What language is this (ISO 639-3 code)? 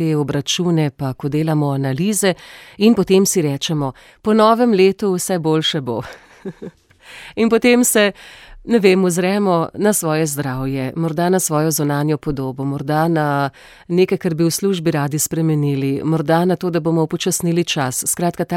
slv